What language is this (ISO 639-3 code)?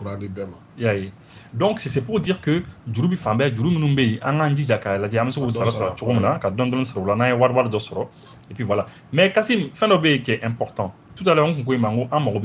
bam